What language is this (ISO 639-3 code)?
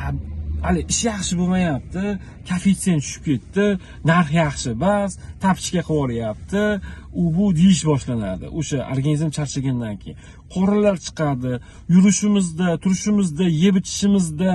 uzb